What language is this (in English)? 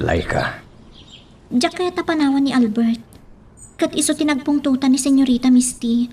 Iloko